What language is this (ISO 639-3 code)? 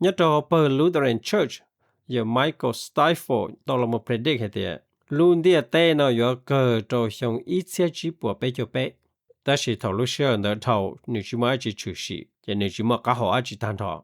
hmn